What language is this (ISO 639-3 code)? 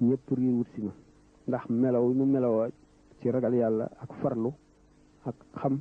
wol